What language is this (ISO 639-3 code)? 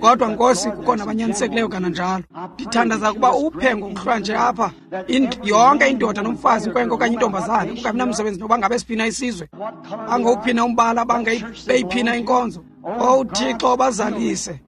xho